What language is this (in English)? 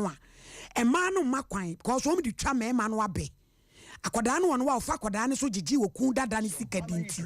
Akan